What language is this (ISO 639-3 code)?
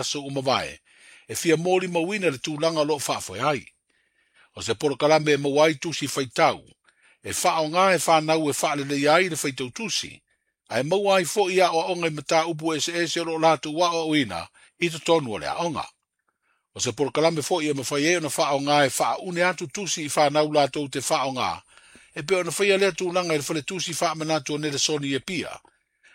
smo